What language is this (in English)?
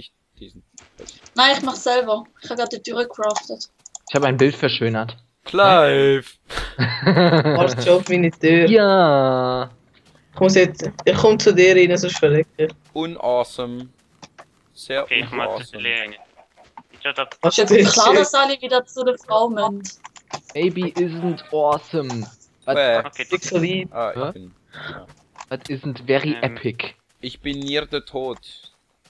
Swiss German